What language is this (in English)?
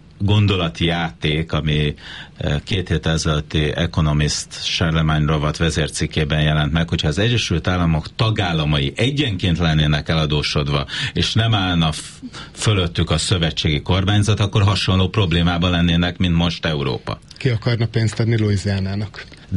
Hungarian